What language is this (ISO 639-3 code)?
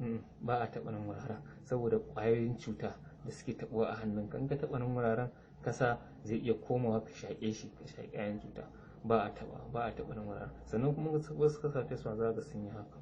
hau